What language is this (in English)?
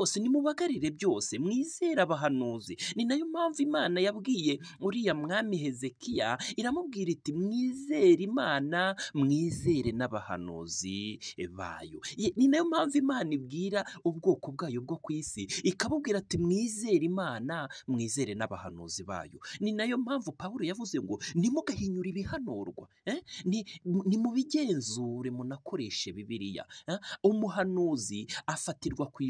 Kinyarwanda